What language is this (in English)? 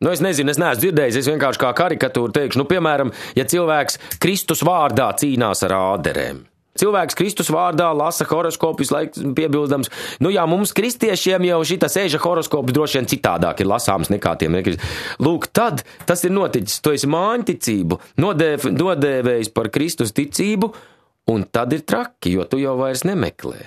Latvian